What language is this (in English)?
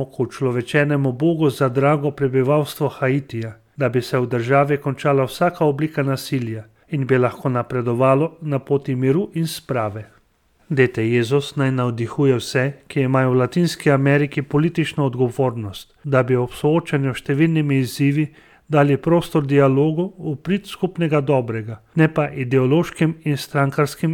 Slovenian